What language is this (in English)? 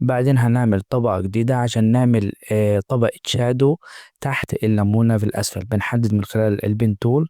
Egyptian Arabic